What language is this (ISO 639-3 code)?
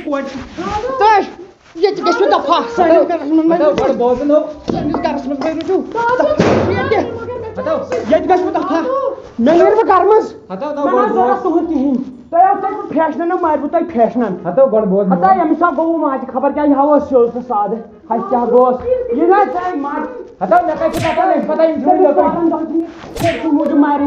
kas